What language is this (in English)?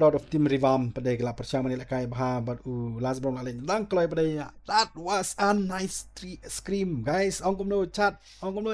Khasi